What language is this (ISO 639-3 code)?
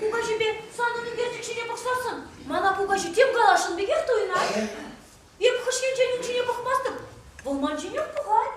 chv